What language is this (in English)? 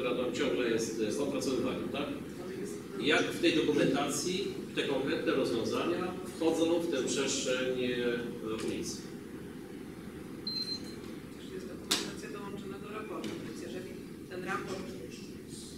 Polish